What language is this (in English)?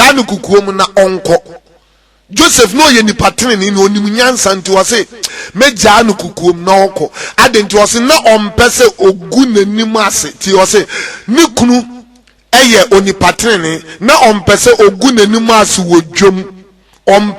Akan